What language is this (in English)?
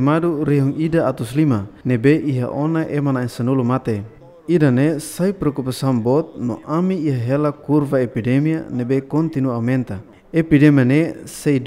Tetum